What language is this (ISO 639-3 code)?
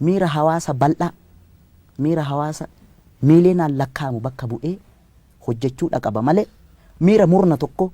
orm